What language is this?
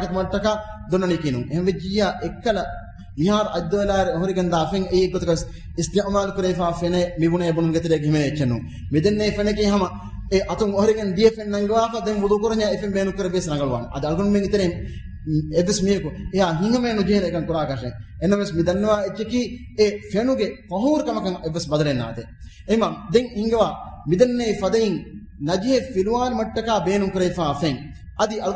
Divehi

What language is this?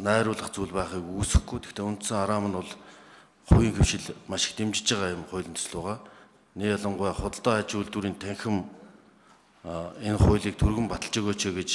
Mongolian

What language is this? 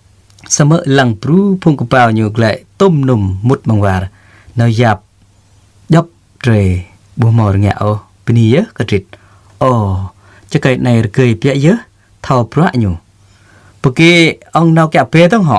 Jarai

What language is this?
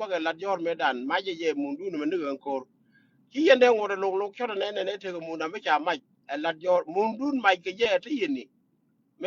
Nuer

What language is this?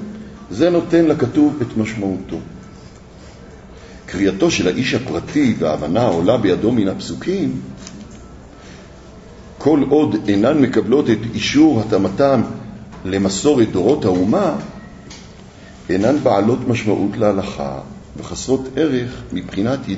Hebrew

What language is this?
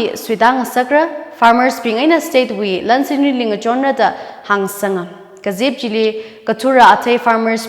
Tangkhul Naga (India)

